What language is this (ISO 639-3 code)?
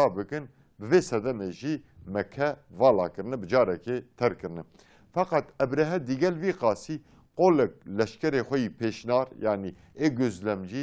kur